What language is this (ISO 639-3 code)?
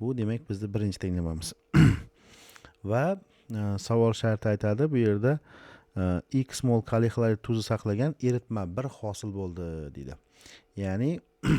uzb